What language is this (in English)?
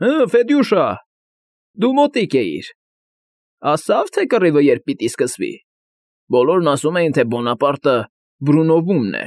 Armenian